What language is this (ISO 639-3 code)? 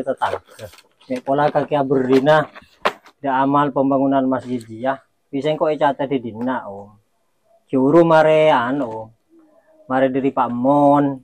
mad